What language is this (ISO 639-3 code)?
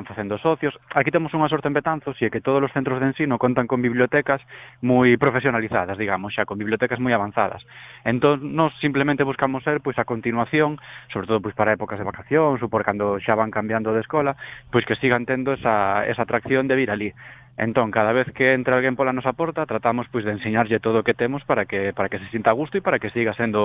glg